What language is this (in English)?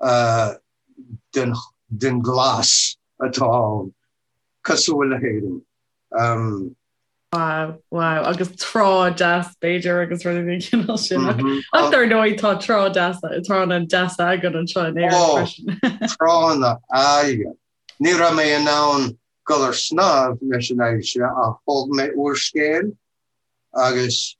Irish